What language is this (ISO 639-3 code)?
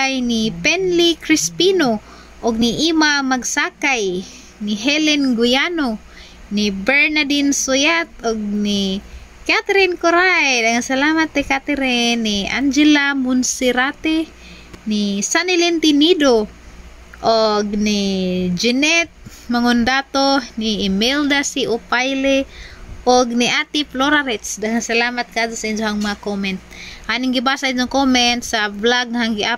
ceb